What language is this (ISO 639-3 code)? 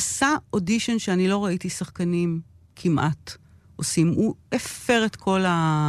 heb